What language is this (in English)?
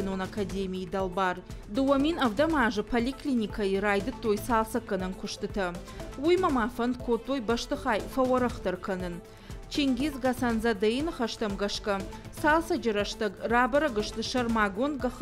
Ossetic